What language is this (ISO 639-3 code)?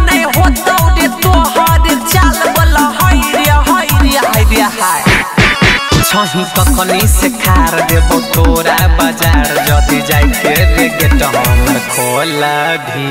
bho